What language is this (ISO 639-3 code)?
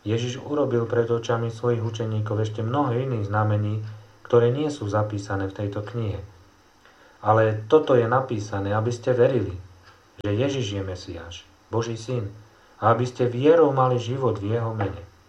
slk